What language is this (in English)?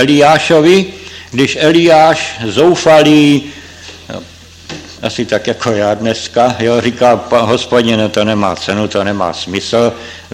Czech